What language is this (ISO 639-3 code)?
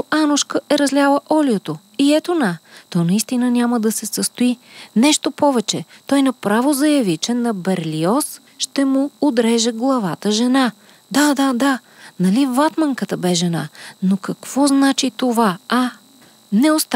bul